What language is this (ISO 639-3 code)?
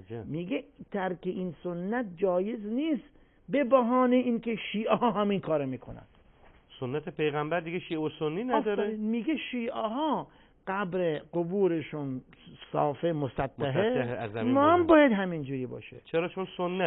fas